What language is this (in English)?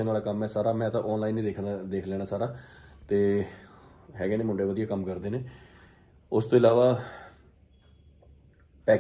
Punjabi